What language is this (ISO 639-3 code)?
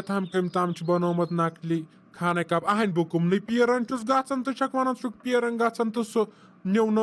kas